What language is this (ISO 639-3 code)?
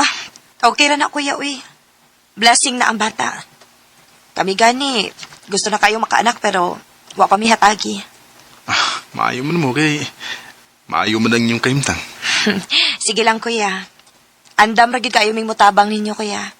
ceb